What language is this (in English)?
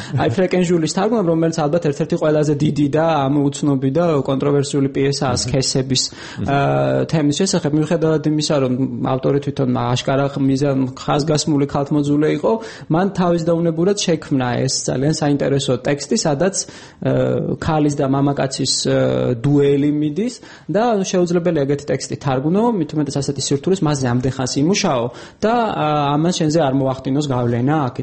Georgian